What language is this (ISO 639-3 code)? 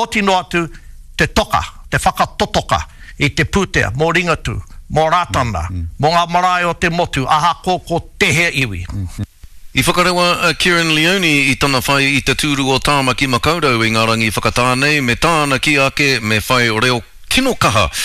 mri